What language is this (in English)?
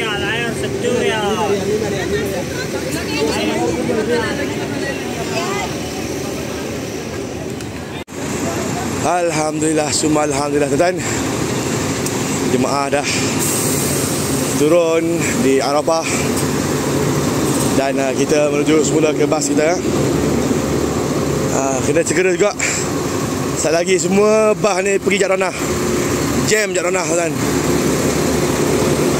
Malay